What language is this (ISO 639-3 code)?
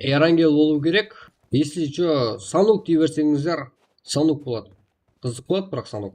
kaa